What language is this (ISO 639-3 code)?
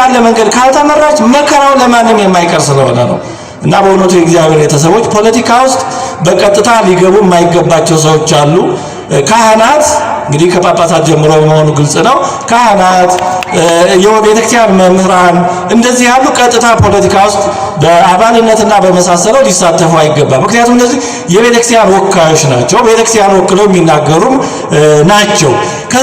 amh